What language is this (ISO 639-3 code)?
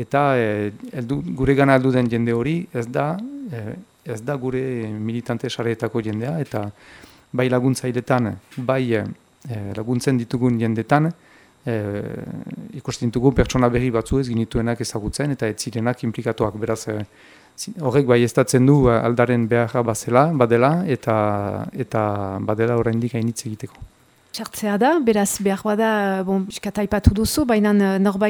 eus